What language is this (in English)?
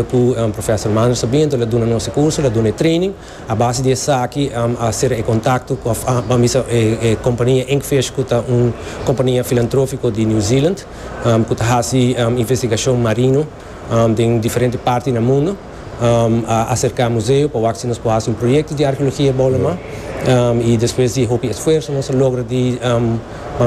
Papiamento